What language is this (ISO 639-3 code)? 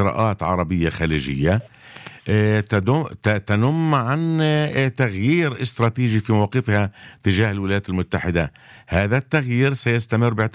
ara